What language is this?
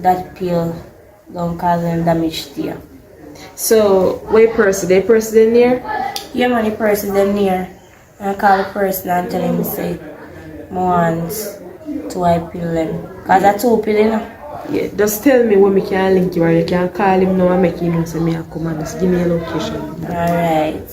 Jamaican Creole English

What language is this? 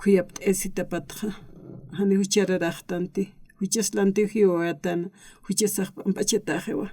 Aymara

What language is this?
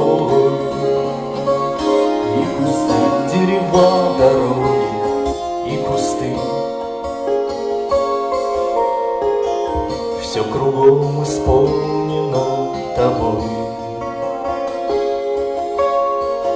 Russian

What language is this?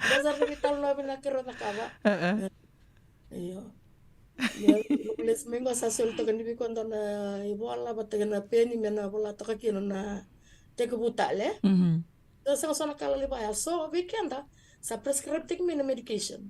Fijian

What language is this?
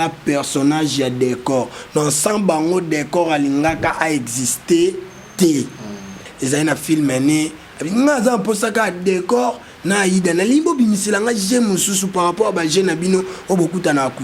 Lingala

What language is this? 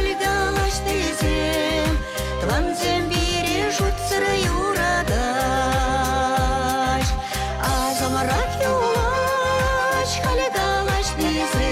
Chuvash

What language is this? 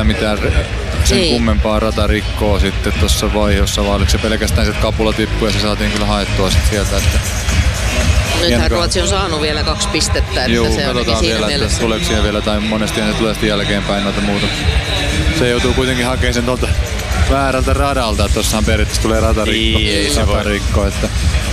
Finnish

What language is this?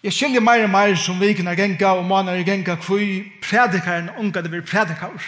Faroese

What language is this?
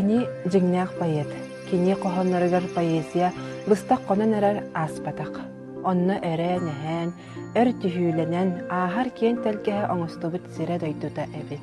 Yakut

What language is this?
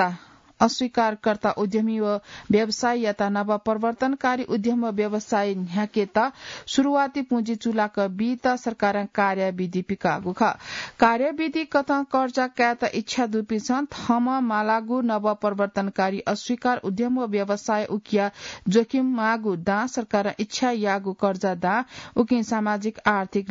Newari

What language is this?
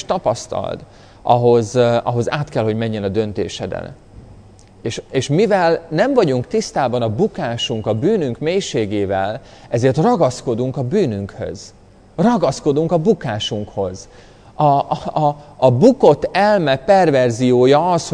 Hungarian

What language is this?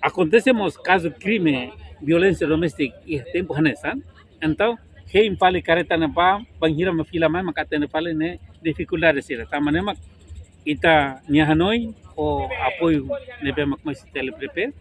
Tetum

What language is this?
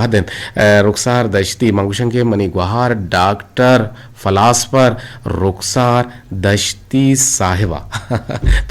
Eastern Balochi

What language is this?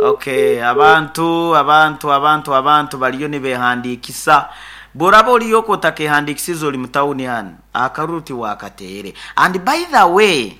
Nyoro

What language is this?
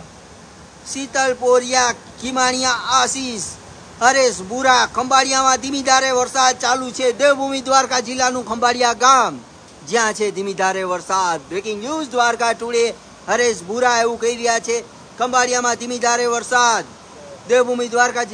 Gujarati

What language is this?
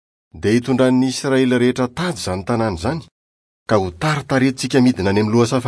Malagasy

